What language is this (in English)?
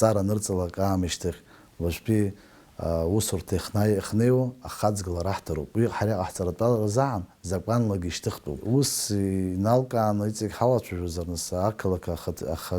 Abkhazian